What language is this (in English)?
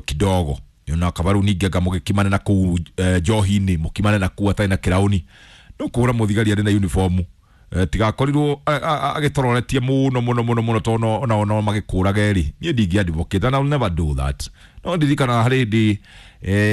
Kikuyu